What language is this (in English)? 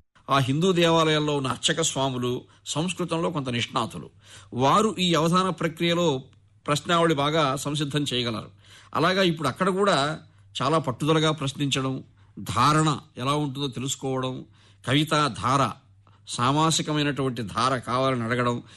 Telugu